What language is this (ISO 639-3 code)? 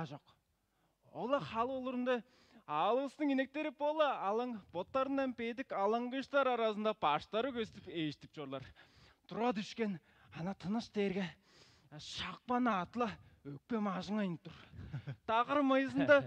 tyv